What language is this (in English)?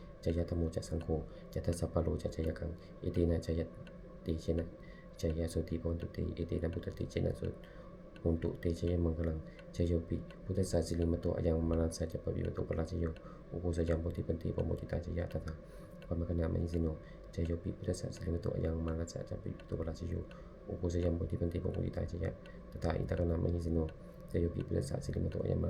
Pali